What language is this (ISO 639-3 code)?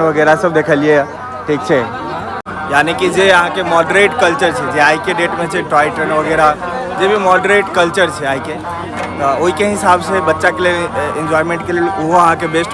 mai